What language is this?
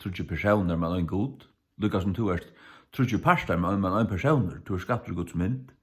Faroese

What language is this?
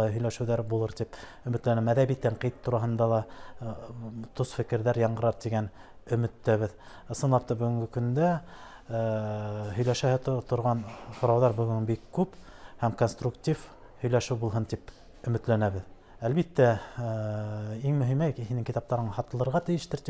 Bashkir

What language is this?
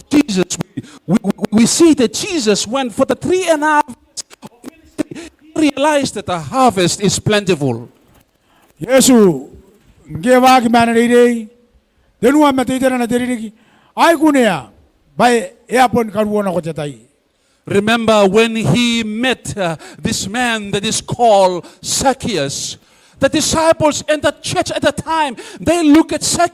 Gilbertese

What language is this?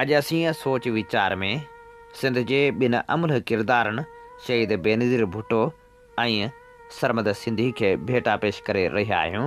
Sindhi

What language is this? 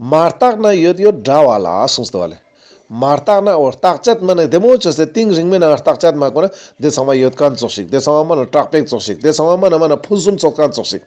Ladakhi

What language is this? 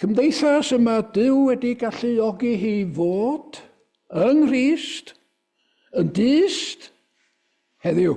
Welsh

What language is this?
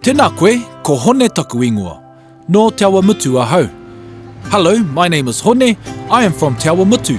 Māori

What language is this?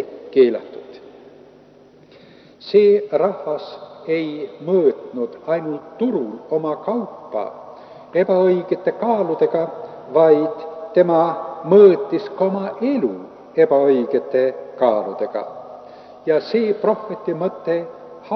Estonian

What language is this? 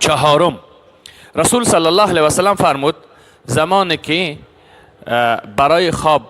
Persian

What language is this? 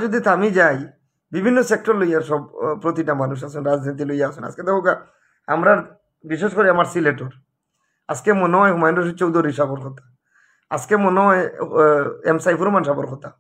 Sylheti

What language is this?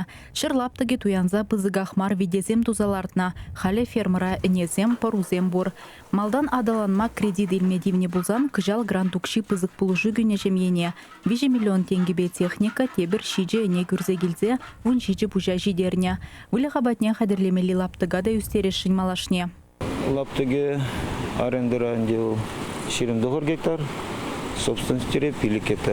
Chuvash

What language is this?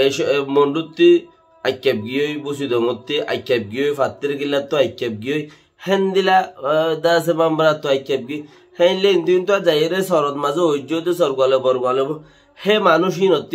Rohingya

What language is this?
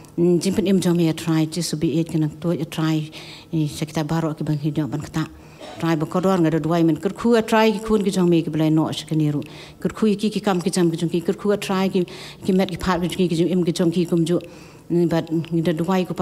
Khasi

